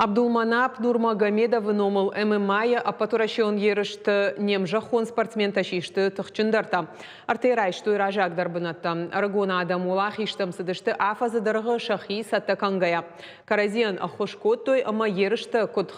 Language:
Ossetic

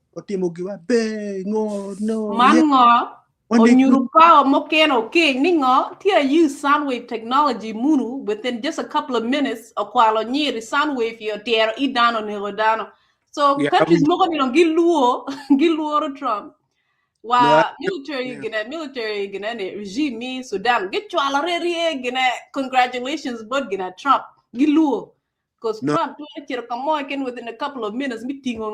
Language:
Acoli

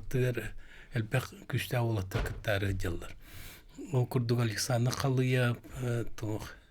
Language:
Yakut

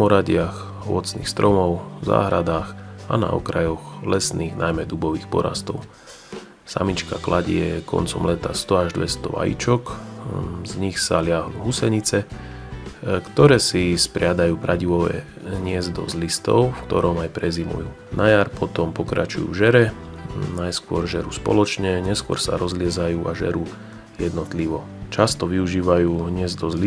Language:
Slovak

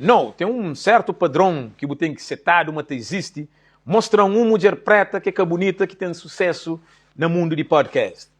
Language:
Kabuverdianu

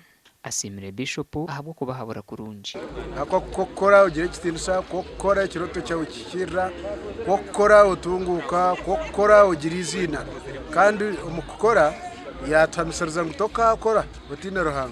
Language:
Nyankole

